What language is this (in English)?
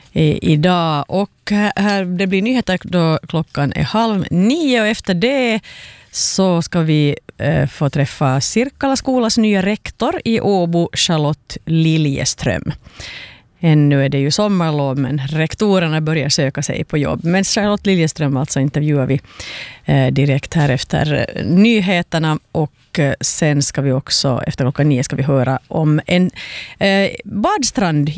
Swedish